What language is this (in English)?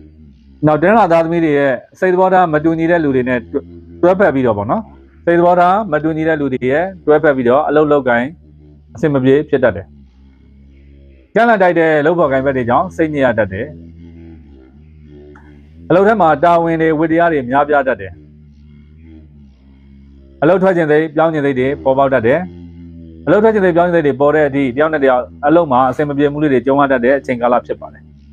Burmese